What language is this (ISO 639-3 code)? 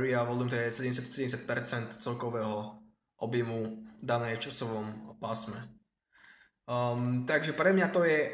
slk